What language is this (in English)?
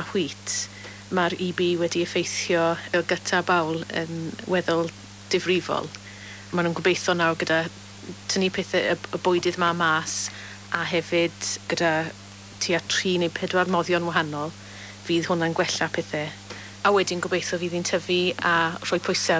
Welsh